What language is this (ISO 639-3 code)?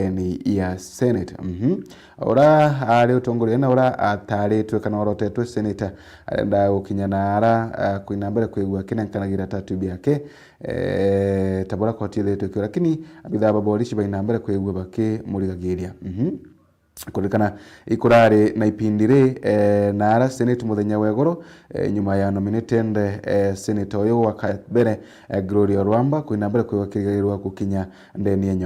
mer